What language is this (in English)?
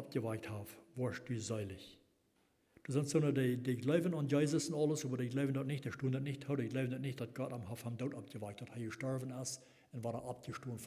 Plautdietsch